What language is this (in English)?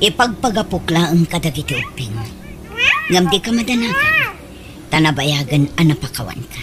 Iloko